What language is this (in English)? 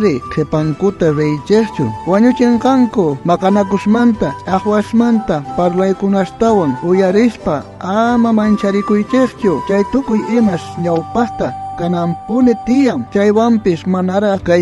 South Bolivian Quechua